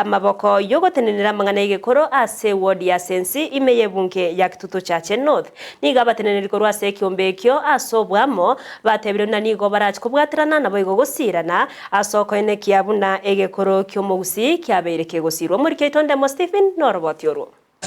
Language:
Gusii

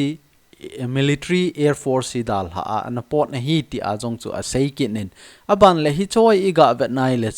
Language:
Thado Chin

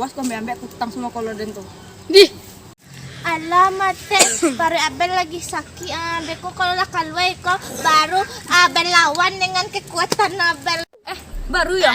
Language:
Minangkabau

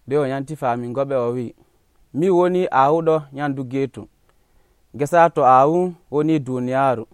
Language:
Nigerian Fulfulde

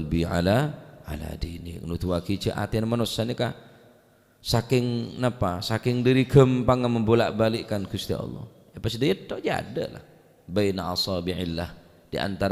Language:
Madurese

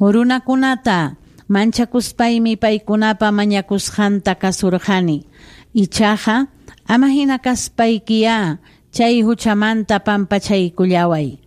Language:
Ayacucho Quechua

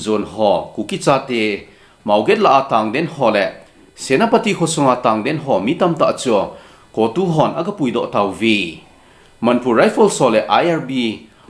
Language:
Thado Chin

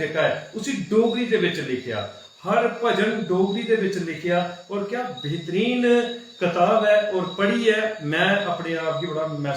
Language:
Dogri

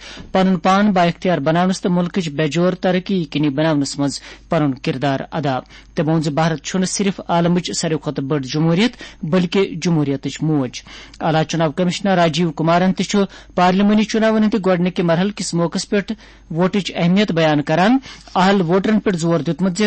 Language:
Kashmiri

